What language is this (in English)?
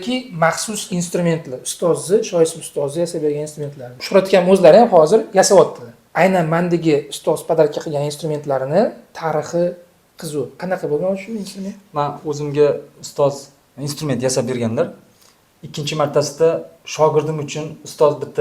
Uzbek